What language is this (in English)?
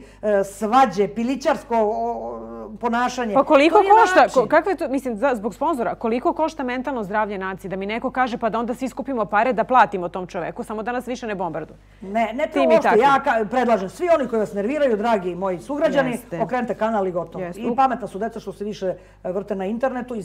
Serbian